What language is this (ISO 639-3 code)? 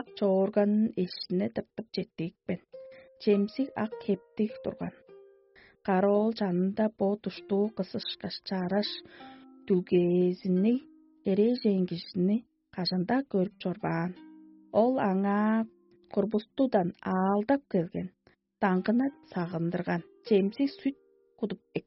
tyv